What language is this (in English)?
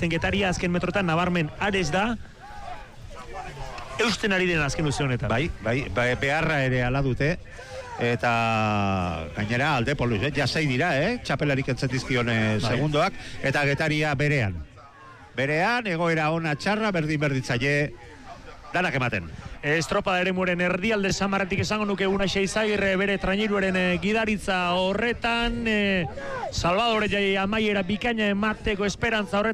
Basque